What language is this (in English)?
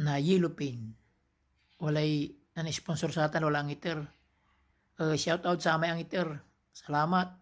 Pangasinan